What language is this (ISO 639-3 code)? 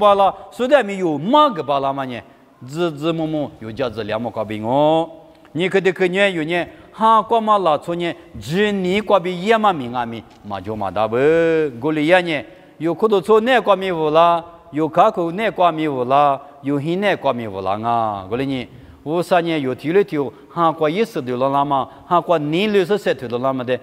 lis